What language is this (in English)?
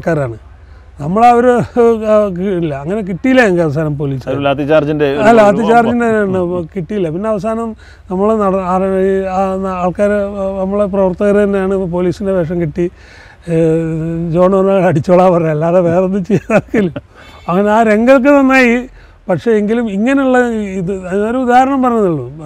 Malayalam